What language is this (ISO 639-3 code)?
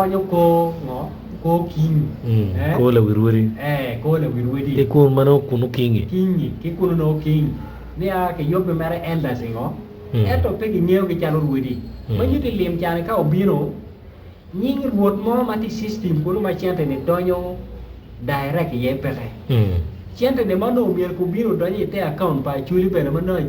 ach